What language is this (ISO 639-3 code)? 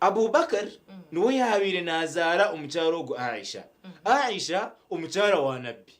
nyn